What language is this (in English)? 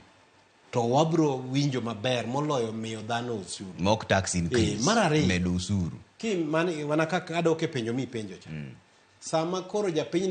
Luo (Kenya and Tanzania)